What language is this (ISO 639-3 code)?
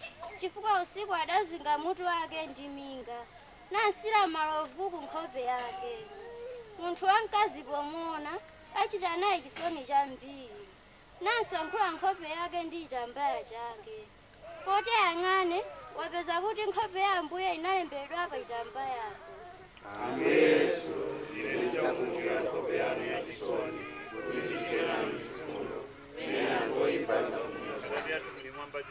nya